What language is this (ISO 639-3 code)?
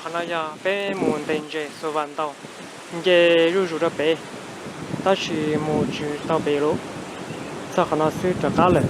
hmn